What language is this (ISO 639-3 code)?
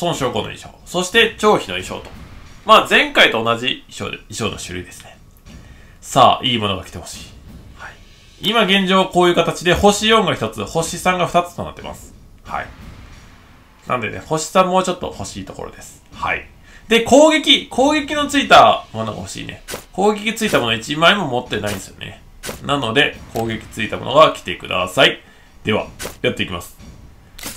jpn